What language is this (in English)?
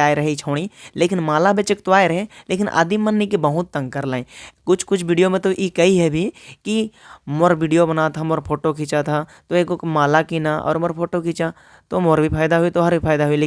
Sadri